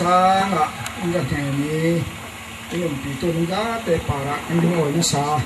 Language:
Falam Chin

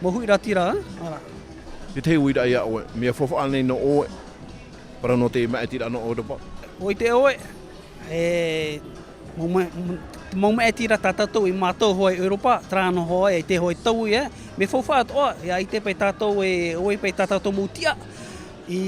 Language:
Tahitian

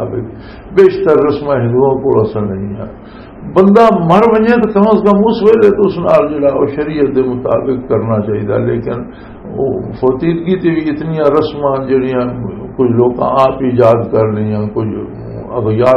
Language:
Western Panjabi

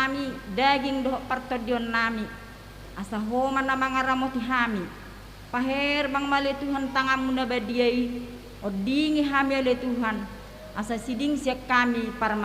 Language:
Batak Toba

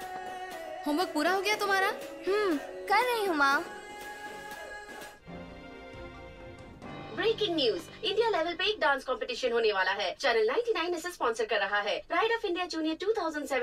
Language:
Hindi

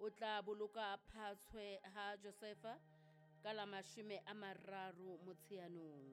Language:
Southern Sotho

